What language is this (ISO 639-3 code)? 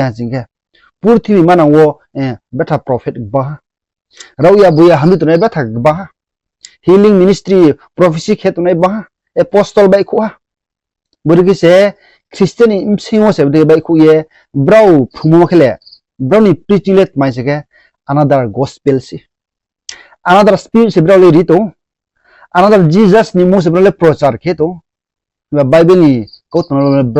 ria